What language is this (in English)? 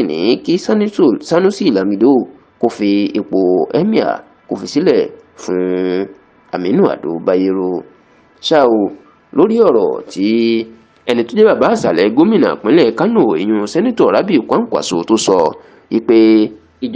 Yoruba